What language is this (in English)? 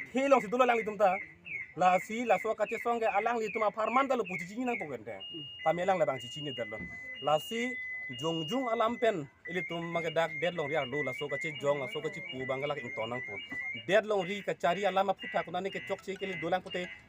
Karbi